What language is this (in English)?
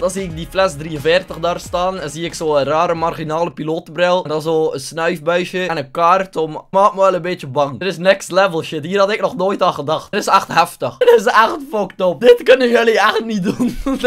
Dutch